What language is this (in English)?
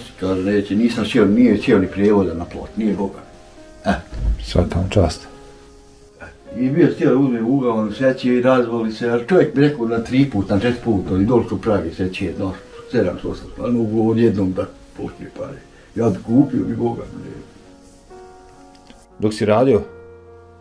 Bosnian